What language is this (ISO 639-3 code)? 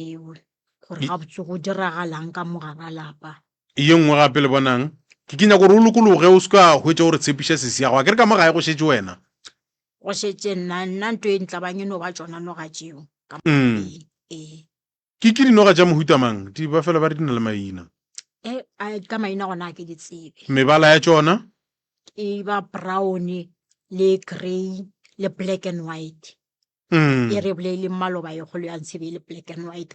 nso